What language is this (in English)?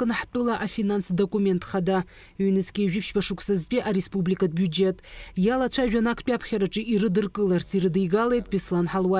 Abkhazian